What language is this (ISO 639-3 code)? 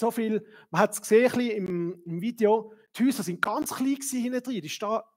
gsw